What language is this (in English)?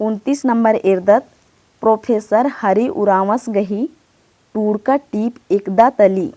Kurukh